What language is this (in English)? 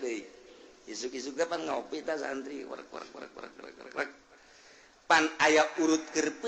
Sundanese